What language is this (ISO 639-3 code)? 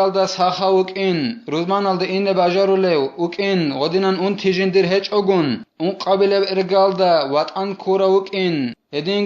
ava